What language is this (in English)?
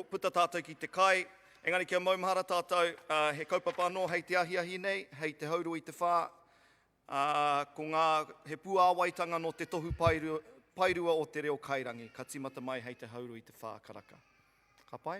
Māori